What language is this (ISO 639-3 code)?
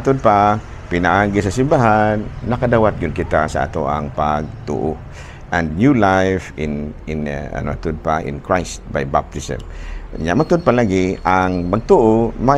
ceb